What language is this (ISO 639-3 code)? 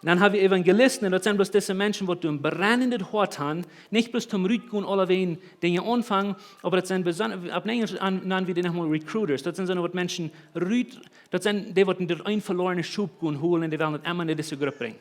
pdt